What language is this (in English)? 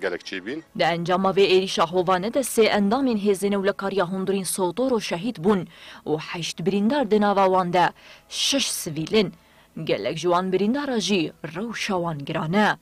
Kurdish